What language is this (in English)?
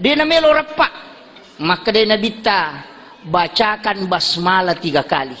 Buginese